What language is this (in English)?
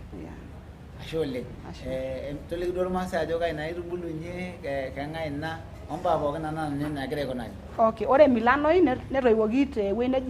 Masai